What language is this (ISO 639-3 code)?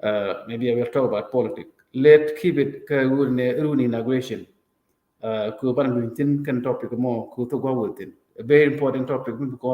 nus